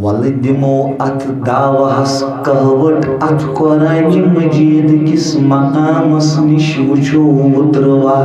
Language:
Kashmiri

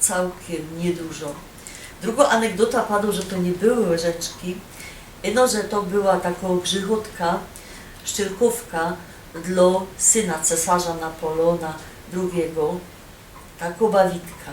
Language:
Silesian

